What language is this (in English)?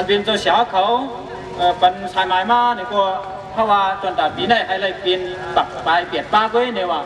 Shan